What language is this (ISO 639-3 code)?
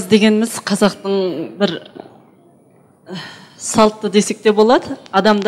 kaz